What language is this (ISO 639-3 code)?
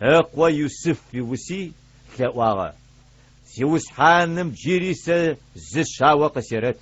ady